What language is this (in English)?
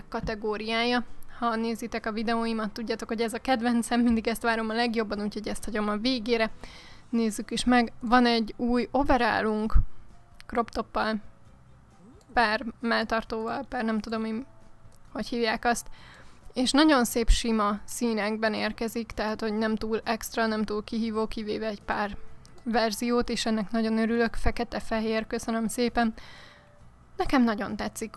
Hungarian